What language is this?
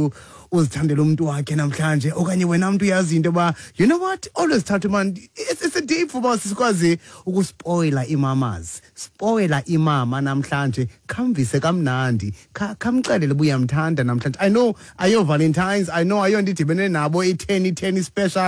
Xhosa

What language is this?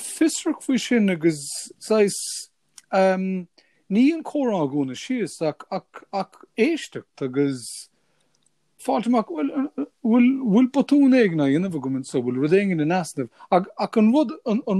Irish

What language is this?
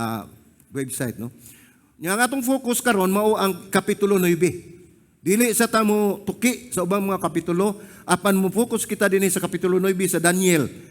Cebuano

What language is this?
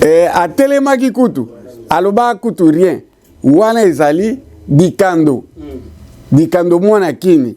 Lingala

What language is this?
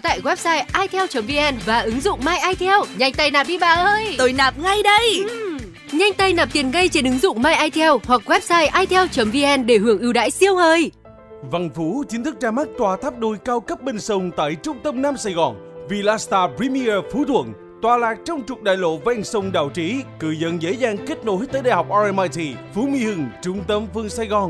Vietnamese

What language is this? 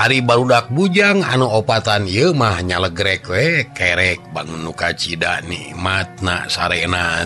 Sundanese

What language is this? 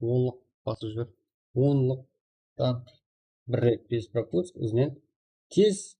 Kara-Kalpak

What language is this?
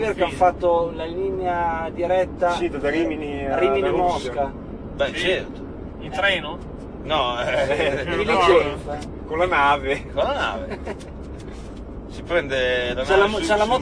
Italian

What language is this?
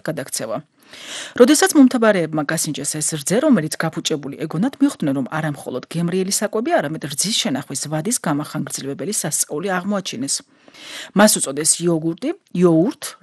Georgian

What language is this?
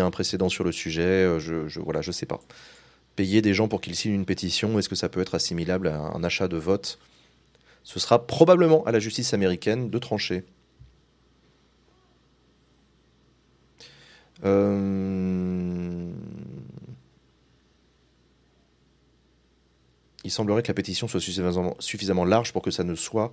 French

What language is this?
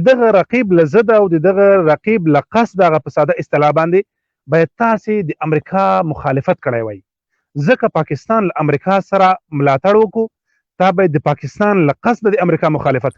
Pashto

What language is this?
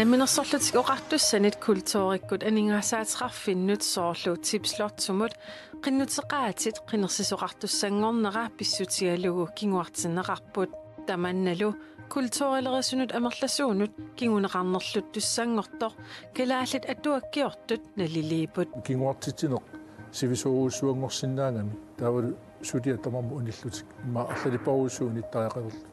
Kalaallisut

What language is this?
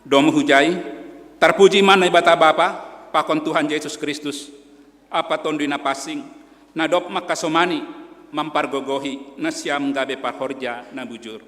Batak Simalungun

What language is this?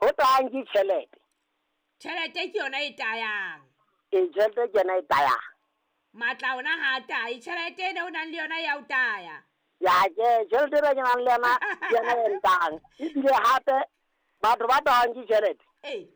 Southern Sotho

